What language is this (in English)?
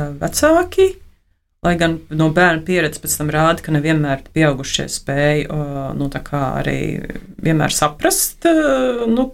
Latvian